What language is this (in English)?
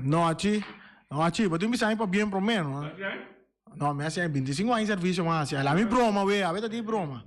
Papiamento